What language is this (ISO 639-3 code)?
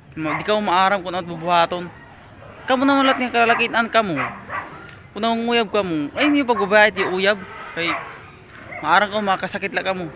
war